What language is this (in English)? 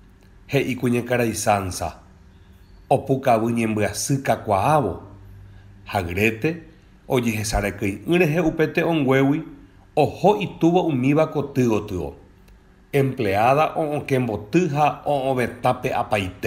Guarani